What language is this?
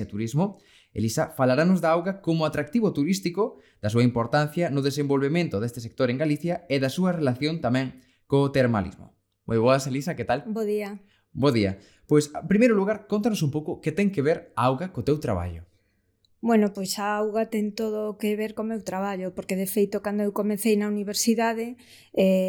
Galician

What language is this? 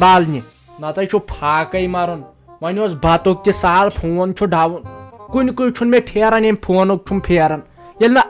Kashmiri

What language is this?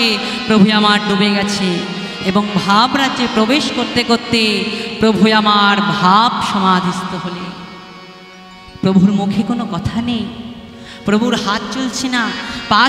Bangla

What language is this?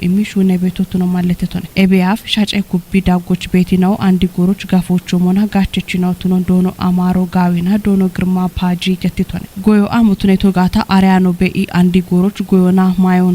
Kafa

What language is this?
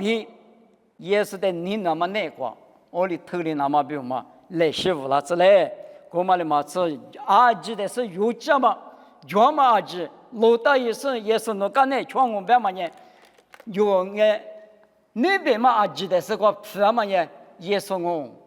Lisu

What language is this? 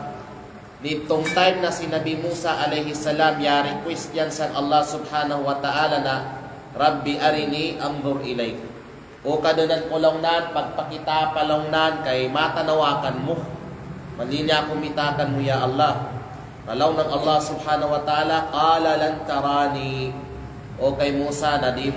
Kalagan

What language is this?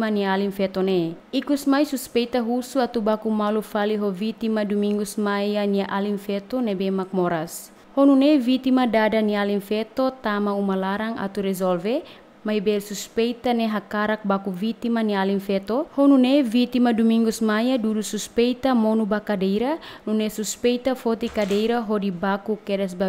Tetum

